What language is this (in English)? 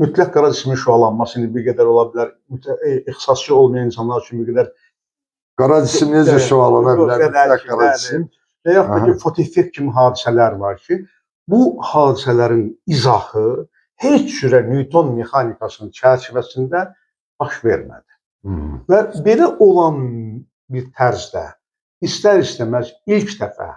Azerbaijani